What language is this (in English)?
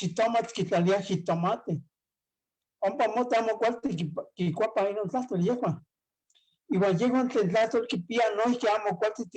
Eastern Huasteca Nahuatl